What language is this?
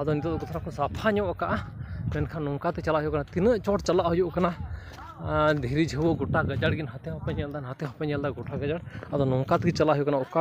Santali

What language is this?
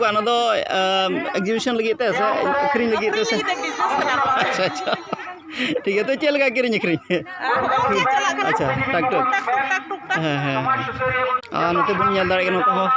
Santali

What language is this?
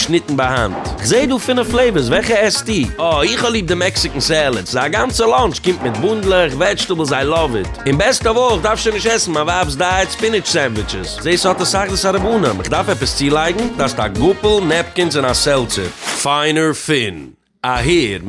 Yiddish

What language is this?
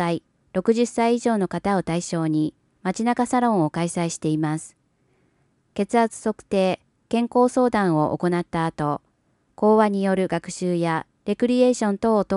Japanese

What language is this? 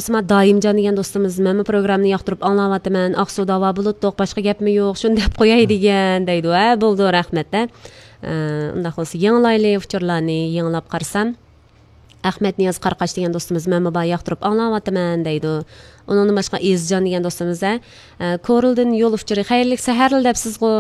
Uyghur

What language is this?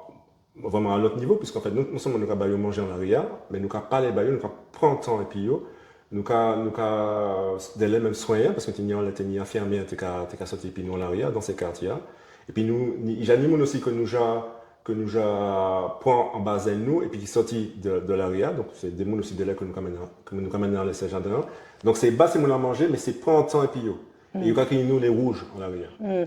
Guadeloupean Creole French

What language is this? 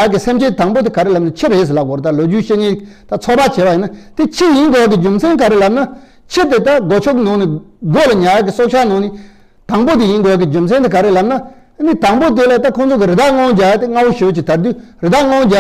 Tibetan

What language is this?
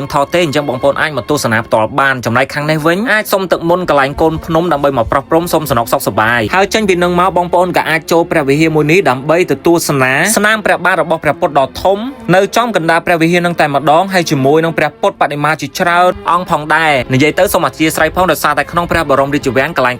Khmer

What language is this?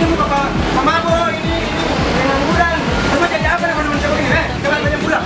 Ambonese Malay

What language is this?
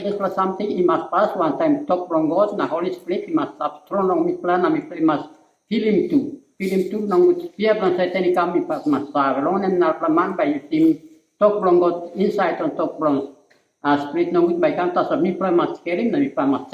Tok Pisin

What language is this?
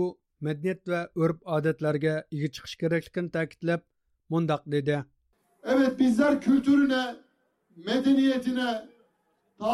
Uyghur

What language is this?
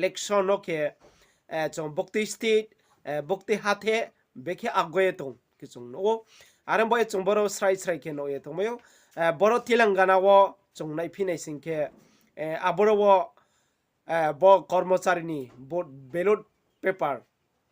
Riang (India)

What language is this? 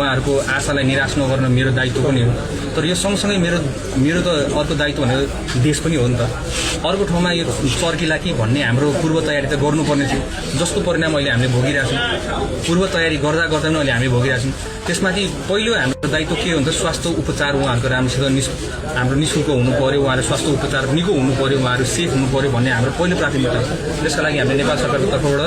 Nepali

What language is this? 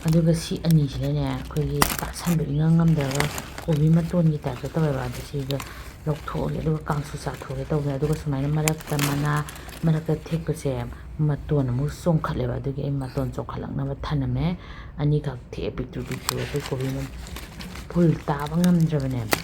Manipuri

